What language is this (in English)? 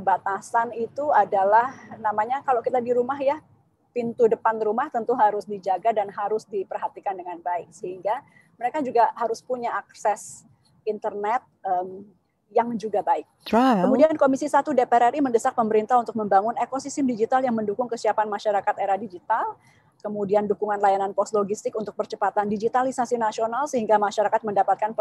Indonesian